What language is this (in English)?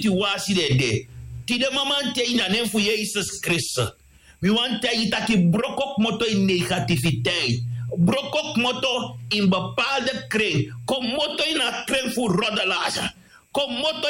Sranan Tongo